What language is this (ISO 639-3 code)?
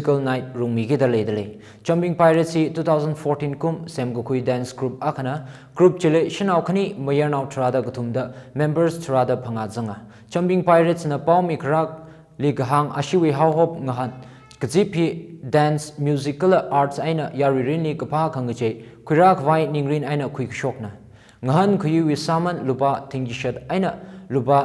nmf